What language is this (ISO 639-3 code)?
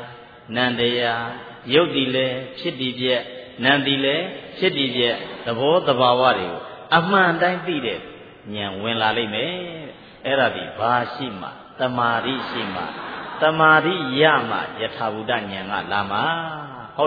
mya